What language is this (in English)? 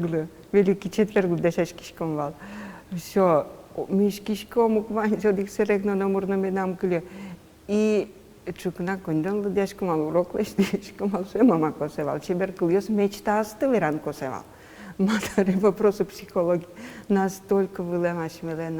Udmurt